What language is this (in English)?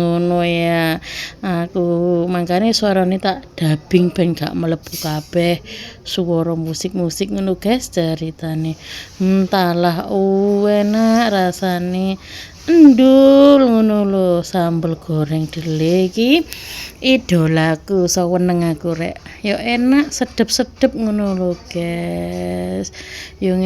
Javanese